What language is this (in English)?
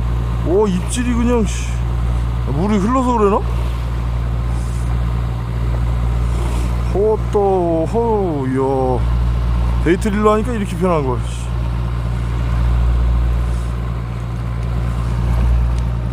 Korean